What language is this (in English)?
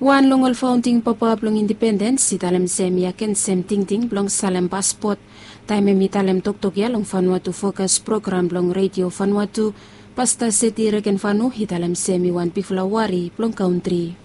Bislama